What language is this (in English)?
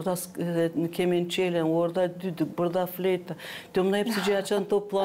Gagauz